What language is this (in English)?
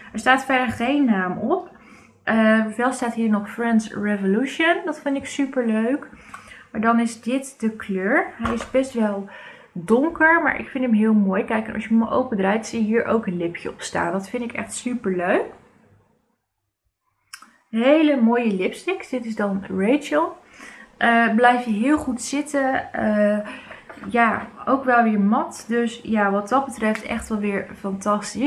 Dutch